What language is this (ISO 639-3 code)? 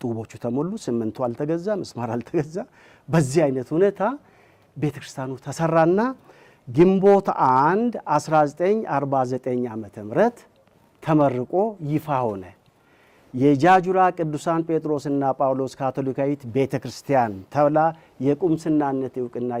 amh